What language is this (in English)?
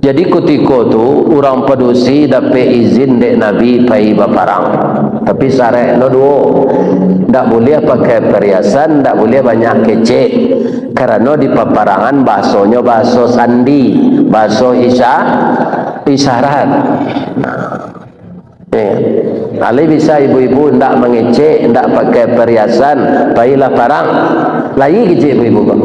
Minangkabau